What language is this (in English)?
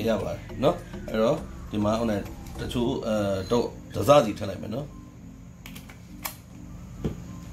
Burmese